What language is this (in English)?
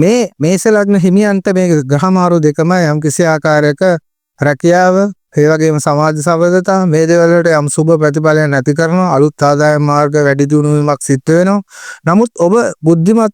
Sinhala